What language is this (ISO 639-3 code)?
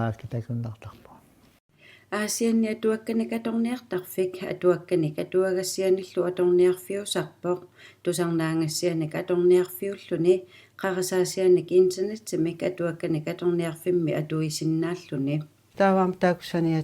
kal